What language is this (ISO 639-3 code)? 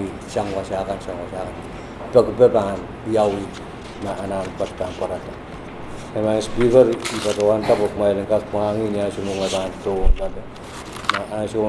pon